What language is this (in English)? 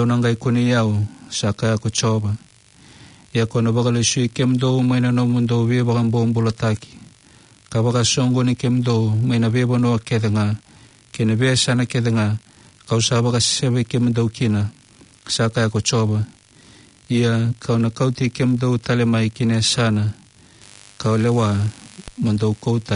Fijian